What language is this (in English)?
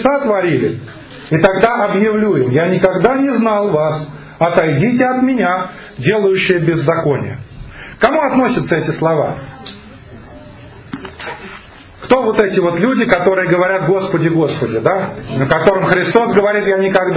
Russian